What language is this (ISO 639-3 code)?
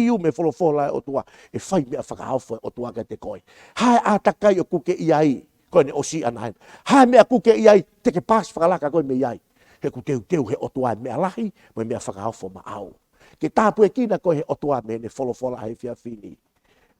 ton